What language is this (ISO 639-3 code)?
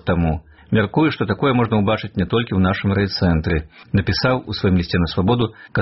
bel